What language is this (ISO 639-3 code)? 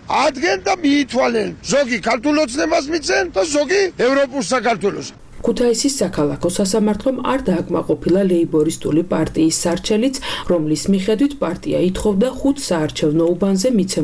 kat